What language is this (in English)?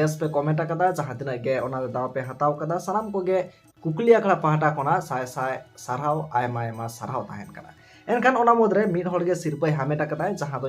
Santali